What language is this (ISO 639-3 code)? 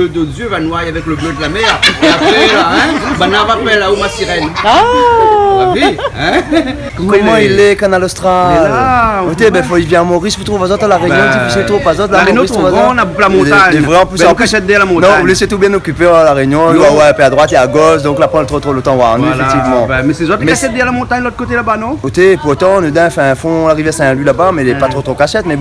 rcf